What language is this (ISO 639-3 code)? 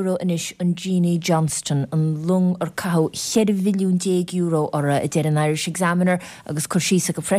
gle